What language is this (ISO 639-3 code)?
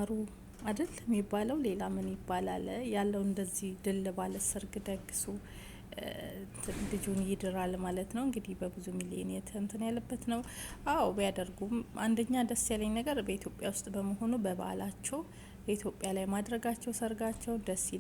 amh